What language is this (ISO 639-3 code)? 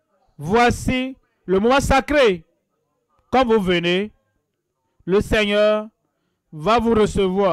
fra